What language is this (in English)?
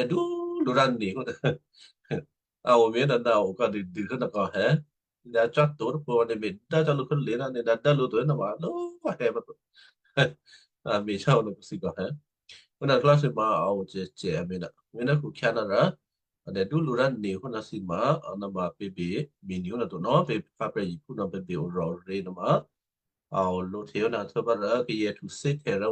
Western Kayah